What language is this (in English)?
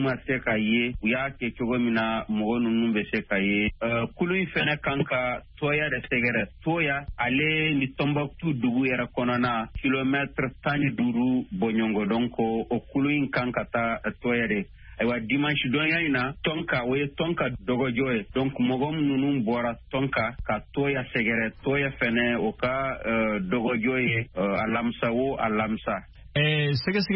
Bambara